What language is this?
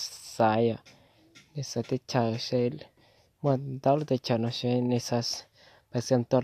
Hmong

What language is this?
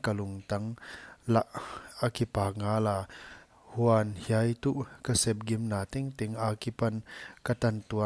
Paite Chin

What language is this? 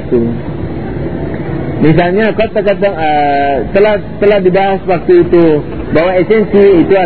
Indonesian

